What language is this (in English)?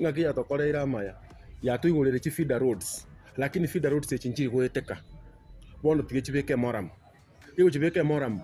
Gusii